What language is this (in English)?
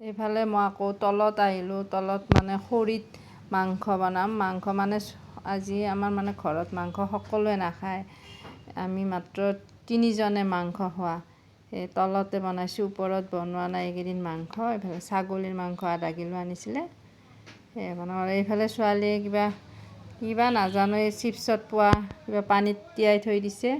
Assamese